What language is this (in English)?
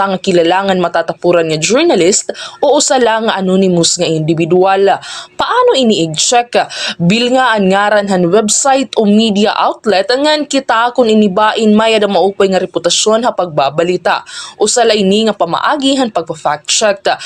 Waray